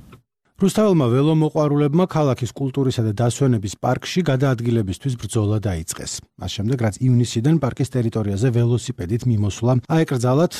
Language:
Georgian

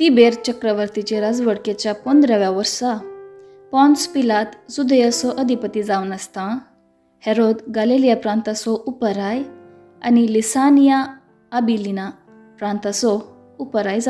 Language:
Konkani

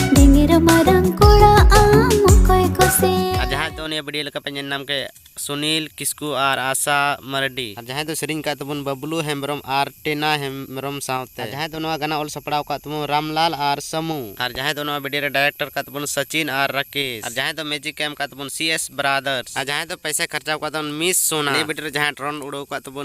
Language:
Santali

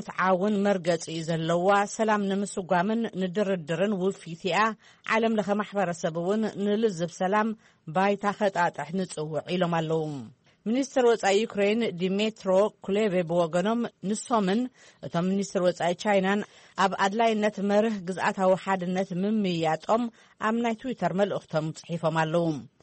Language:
Tigrinya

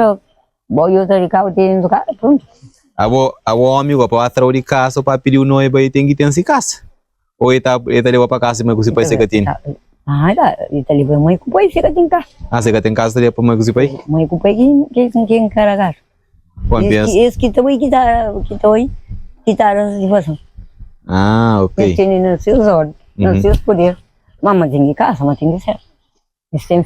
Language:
Kabuverdianu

